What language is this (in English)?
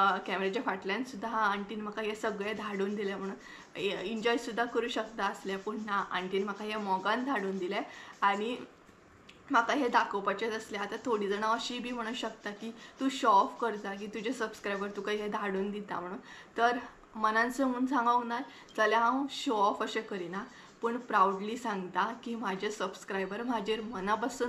Konkani